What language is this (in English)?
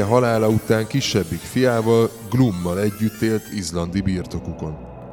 Hungarian